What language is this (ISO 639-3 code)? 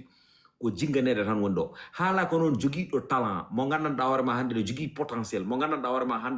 ful